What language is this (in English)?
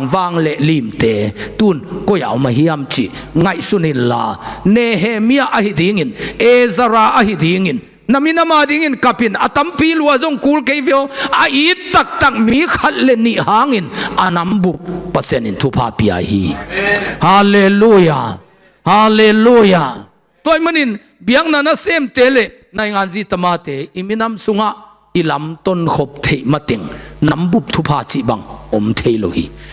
Tedim Chin